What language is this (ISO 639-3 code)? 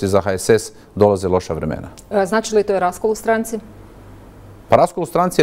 hrv